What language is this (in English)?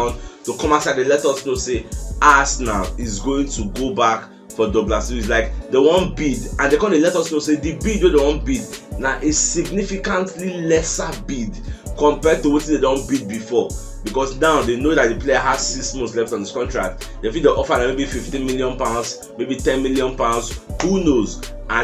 Nigerian Pidgin